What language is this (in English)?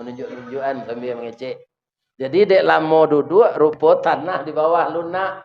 Minangkabau